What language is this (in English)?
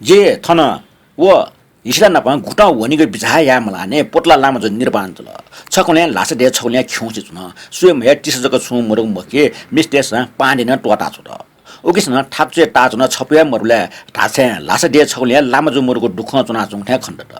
Newari